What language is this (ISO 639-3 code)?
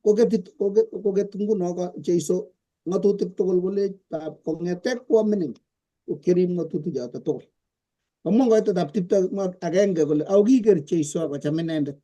kln